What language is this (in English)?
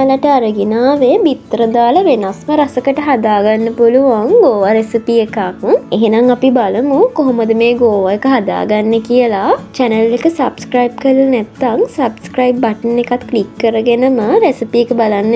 Sinhala